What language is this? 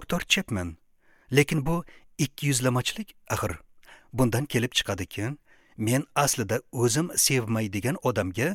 Uzbek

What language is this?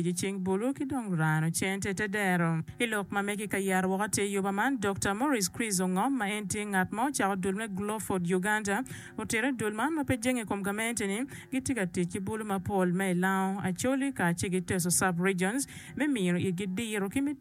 Acoli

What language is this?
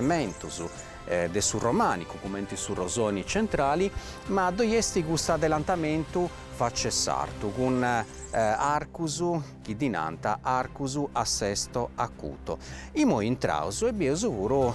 Sardinian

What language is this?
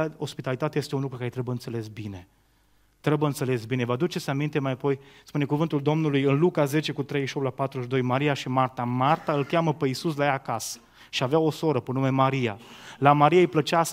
Romanian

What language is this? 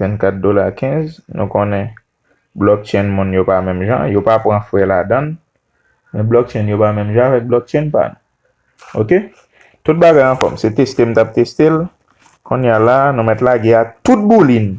Haitian Creole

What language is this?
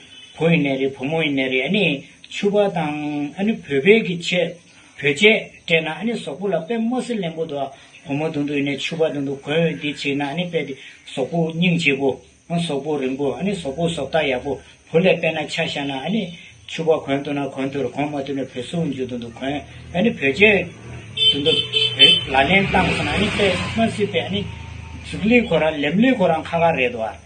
Tibetan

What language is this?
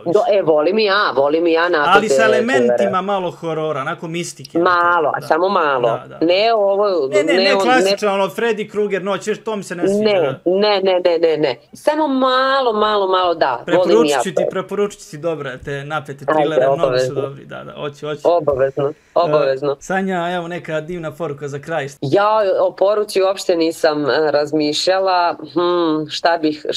Serbian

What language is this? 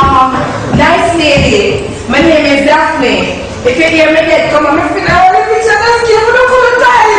Jamaican Creole English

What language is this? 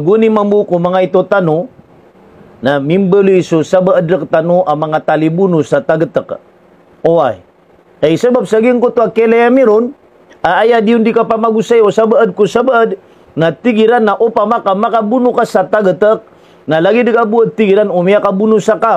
Maranao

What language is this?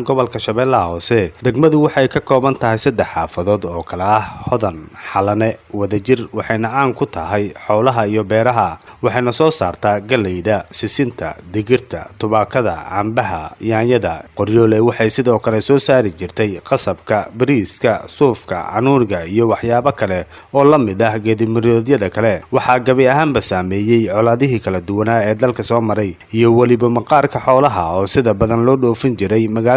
Somali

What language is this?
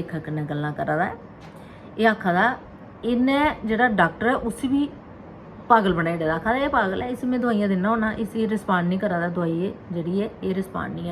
Dogri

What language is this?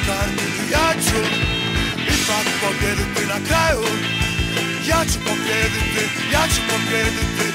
Croatian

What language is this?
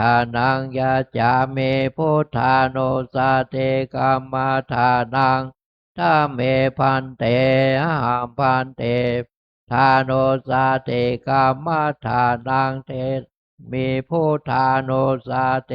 Pali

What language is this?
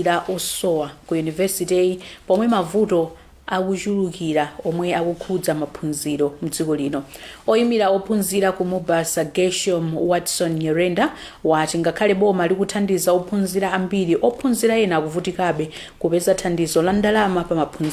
Nyanja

